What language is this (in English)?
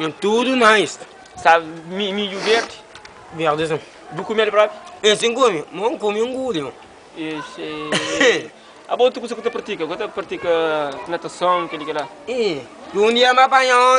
Kabuverdianu